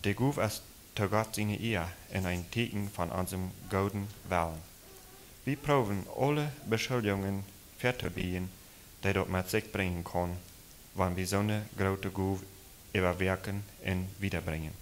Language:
Plautdietsch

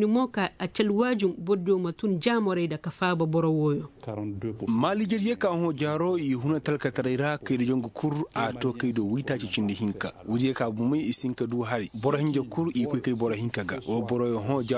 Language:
Koyraboro Senni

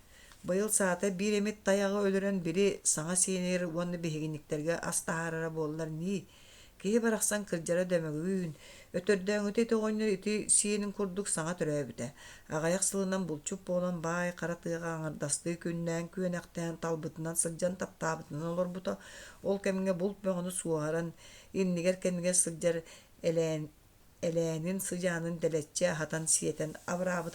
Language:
Yakut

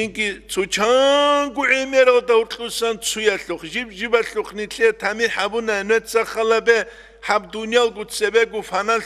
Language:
Avaric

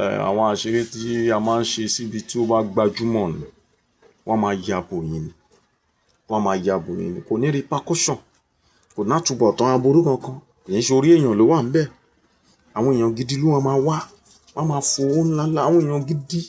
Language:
Yoruba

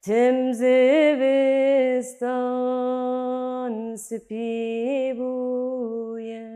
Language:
Kurdish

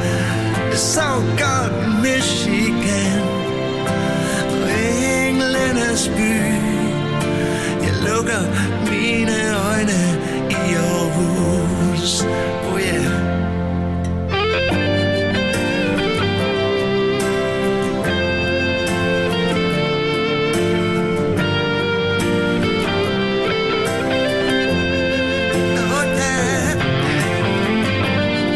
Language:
Danish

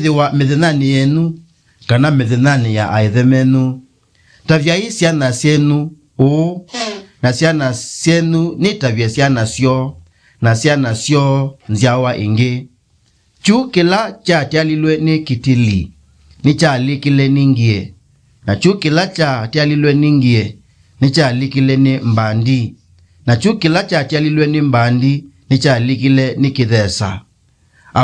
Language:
Kamba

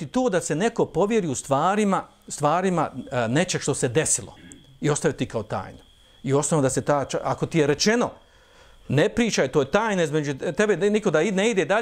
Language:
Bosnian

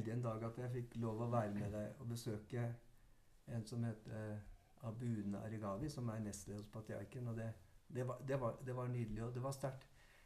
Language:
Norwegian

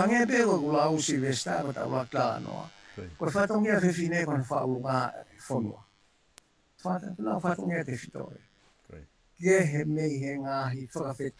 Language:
Tongan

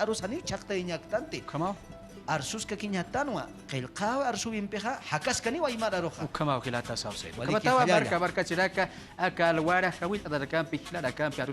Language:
Aymara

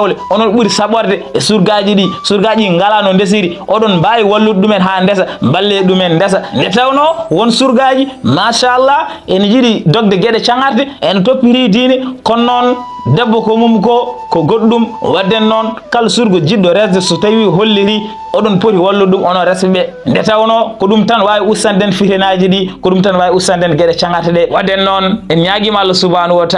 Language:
Fula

